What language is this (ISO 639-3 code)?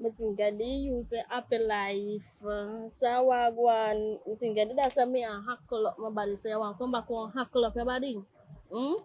jam